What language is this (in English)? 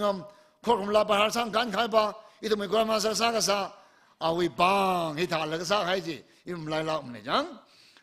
Tangkhul Naga (India)